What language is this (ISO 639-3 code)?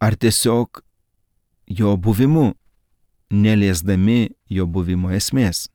lit